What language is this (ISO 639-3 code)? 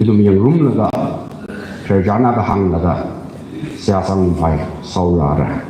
nmf